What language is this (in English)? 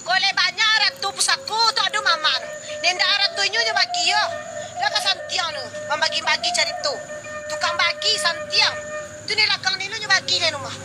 Minangkabau